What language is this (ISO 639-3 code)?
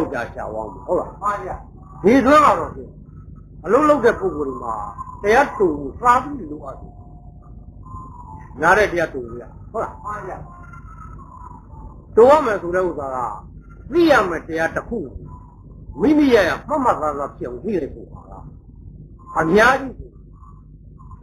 mya